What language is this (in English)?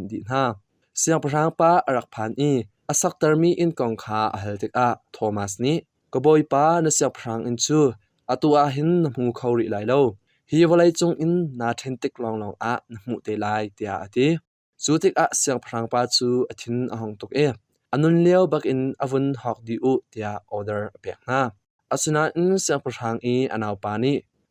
Hakha Chin